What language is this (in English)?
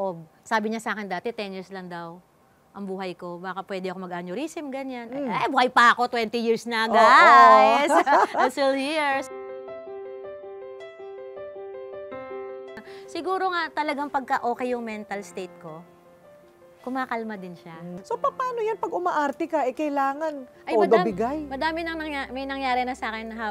Filipino